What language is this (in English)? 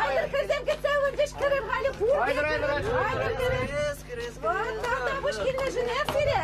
Chuvash